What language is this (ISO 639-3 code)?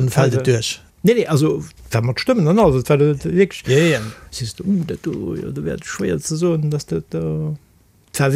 ltz